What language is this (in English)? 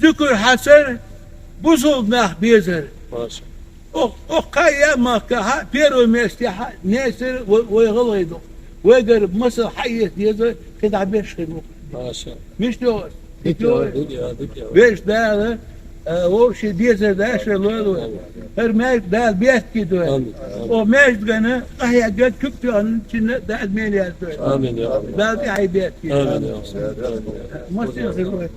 Ingush